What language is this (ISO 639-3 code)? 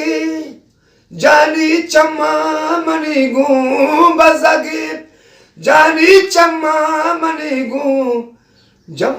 bgp